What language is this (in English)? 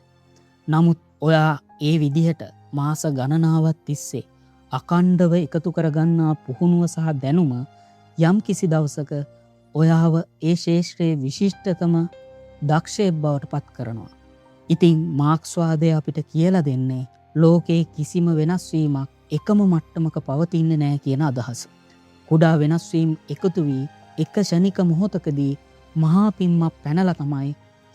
Sinhala